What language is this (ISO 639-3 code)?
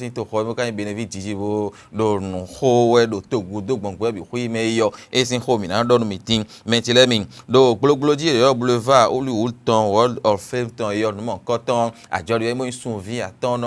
fon